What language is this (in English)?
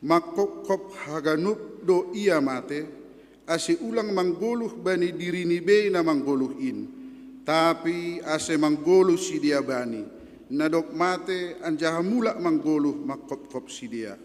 Batak Simalungun